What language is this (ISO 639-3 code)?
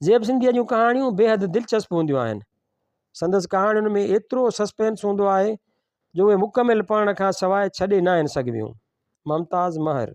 snd